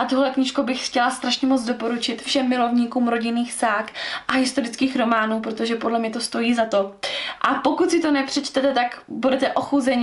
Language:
Czech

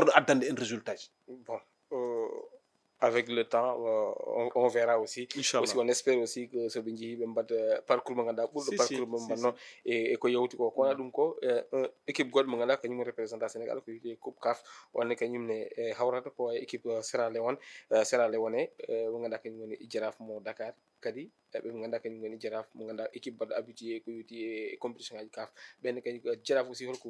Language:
Fula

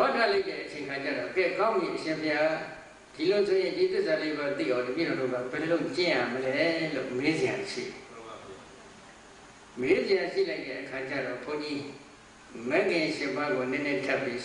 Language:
Burmese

